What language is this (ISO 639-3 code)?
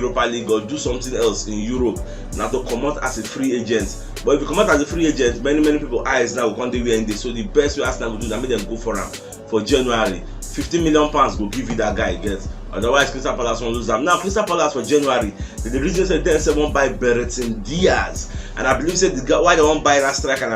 pcm